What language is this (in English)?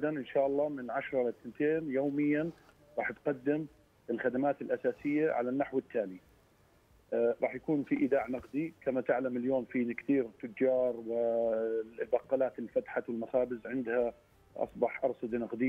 South Levantine Arabic